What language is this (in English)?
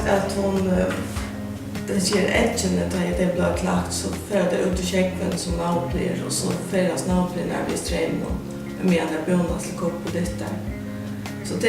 Faroese